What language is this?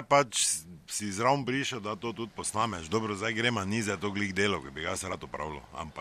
Slovenian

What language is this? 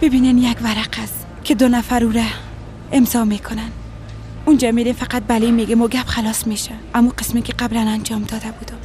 Persian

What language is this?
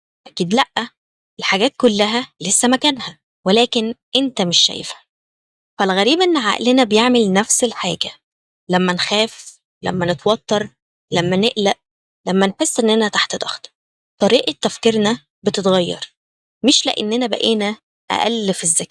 Egyptian Arabic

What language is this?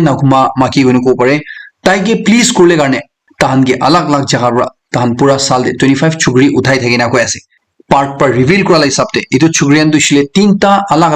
Naga Pidgin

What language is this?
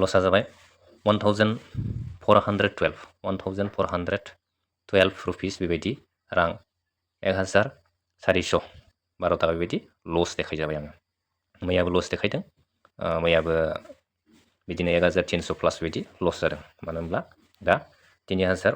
Bodo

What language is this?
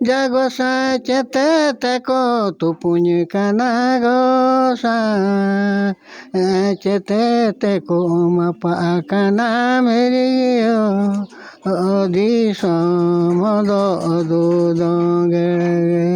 Santali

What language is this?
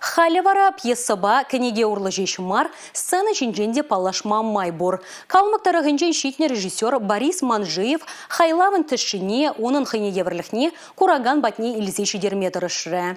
Chuvash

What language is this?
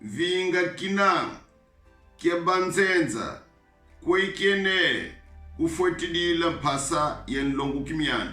Kongo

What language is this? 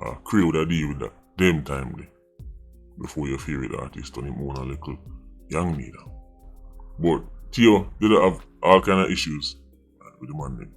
Jamaican Creole English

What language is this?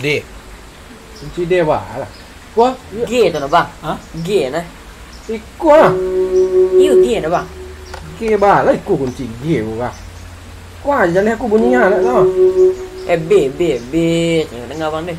Minangkabau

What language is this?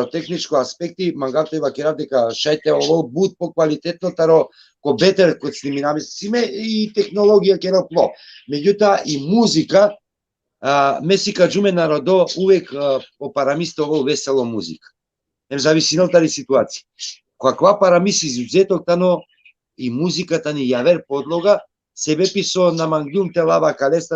Balkan Romani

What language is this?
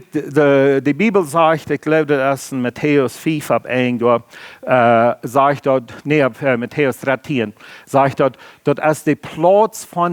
Plautdietsch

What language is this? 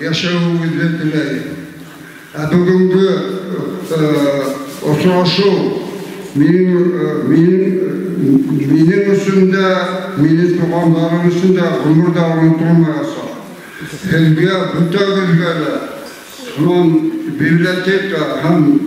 Bashkir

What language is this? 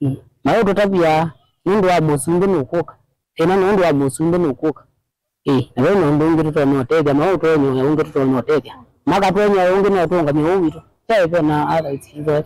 Kamba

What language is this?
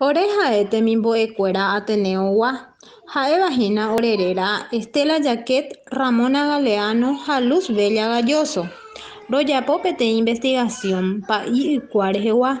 Guarani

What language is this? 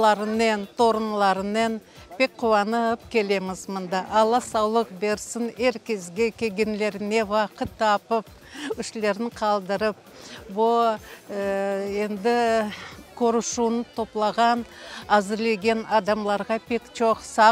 Crimean Tatar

